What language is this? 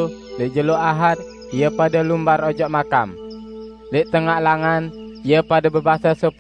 Sasak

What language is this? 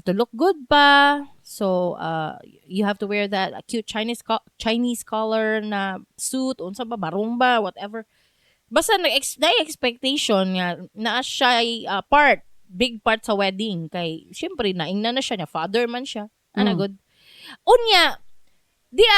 Cebuano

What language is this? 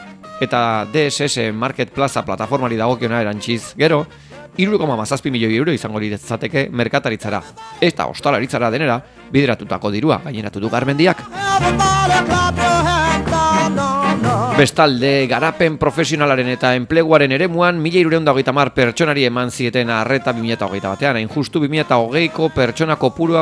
Basque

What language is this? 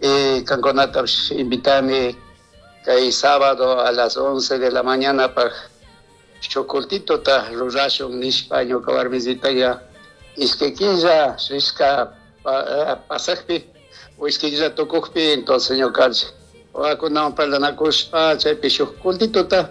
Chimborazo Highland Quichua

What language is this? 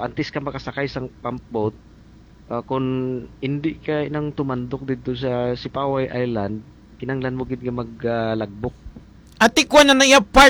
Hiligaynon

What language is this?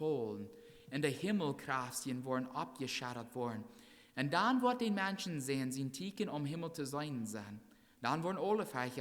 Plautdietsch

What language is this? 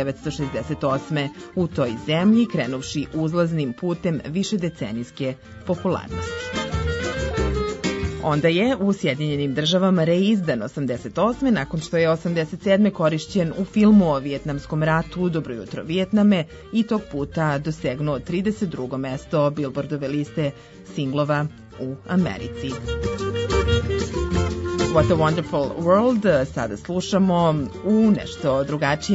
Serbian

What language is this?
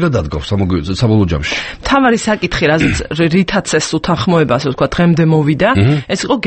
Georgian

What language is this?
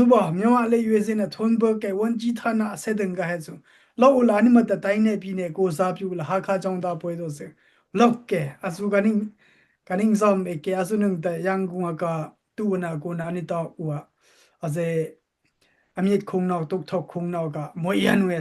Dimasa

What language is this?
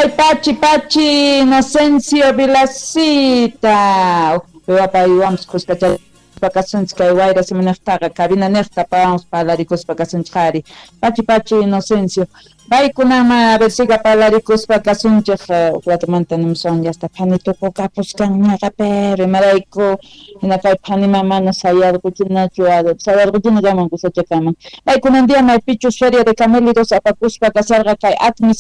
South Bolivian Quechua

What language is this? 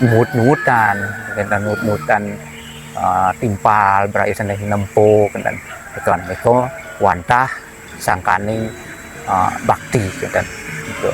Balinese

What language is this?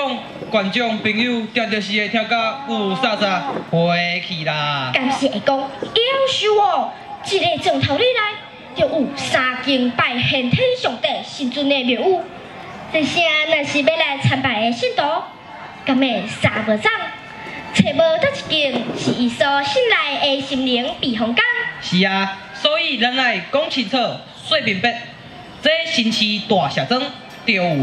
Min Nan Chinese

